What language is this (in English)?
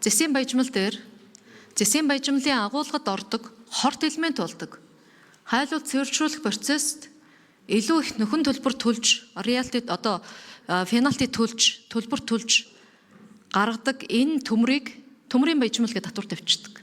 Mongolian